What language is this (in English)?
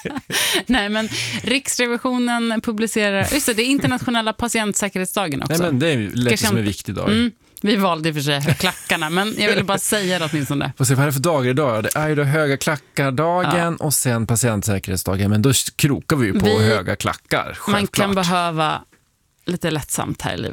Swedish